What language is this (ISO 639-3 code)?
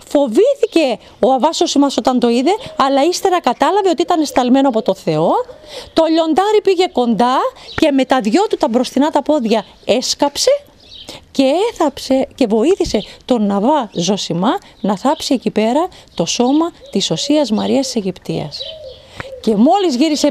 ell